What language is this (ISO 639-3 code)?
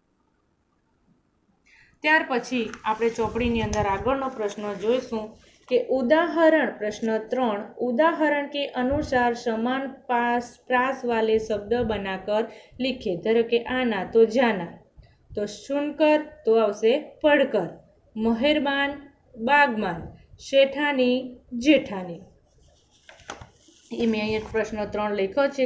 guj